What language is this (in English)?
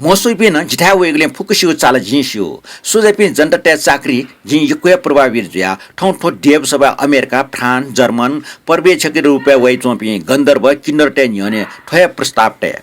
Newari